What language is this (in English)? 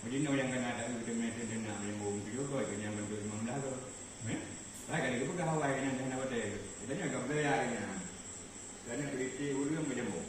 Achinese